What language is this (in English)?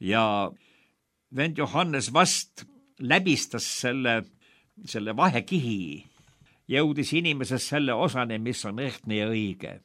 Estonian